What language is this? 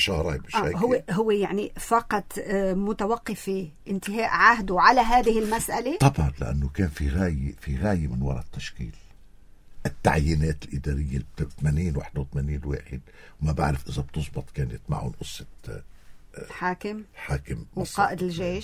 North Levantine Arabic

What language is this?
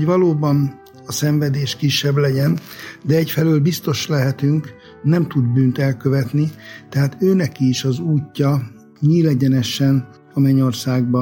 Hungarian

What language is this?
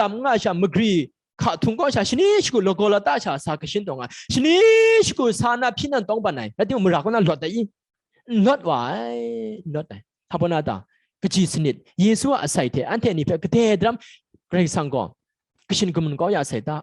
Kachin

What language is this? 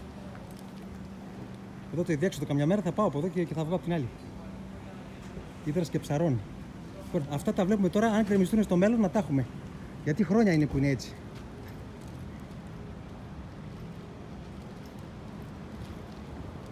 Greek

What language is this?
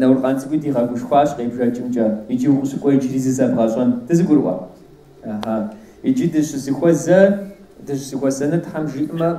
Kabardian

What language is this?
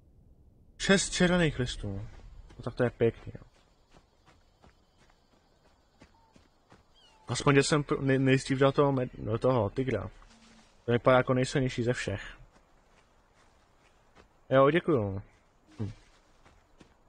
Czech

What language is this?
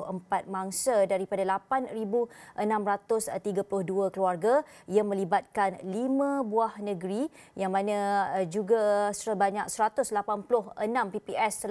Malay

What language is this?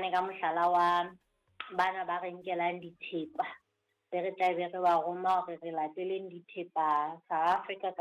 Southern Sotho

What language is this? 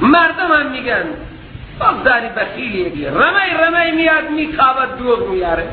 Persian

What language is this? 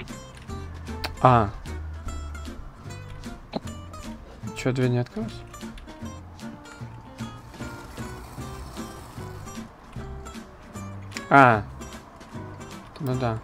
Russian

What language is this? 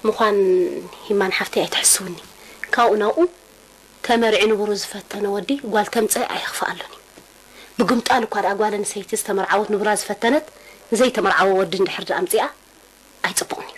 Tigrinya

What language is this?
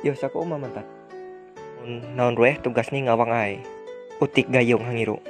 Ma'anyan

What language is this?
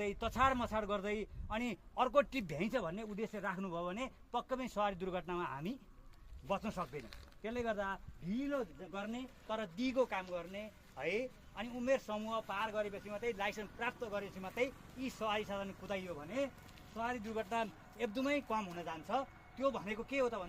Nepali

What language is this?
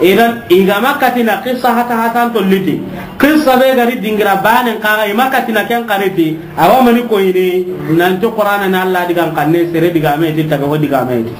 Soninke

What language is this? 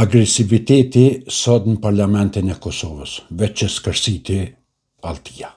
Albanian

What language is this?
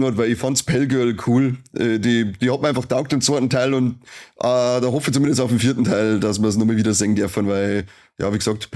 Bavarian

